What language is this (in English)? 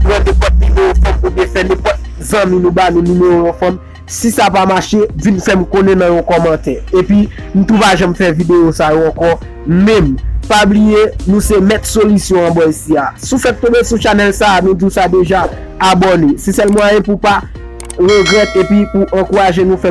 Haitian Creole